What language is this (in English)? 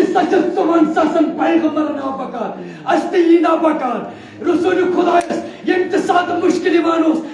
Kashmiri